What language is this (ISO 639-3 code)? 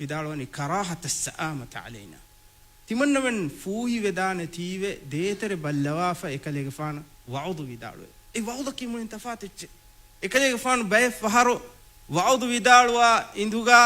div